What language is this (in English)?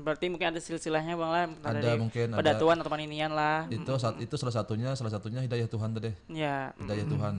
Banjar